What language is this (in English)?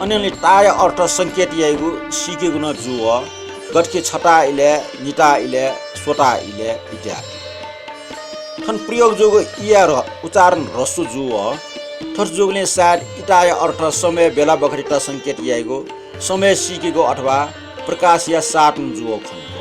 Newari